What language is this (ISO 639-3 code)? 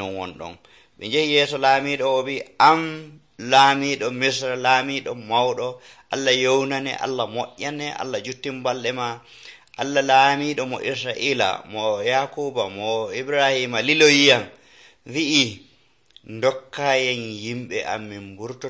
fuv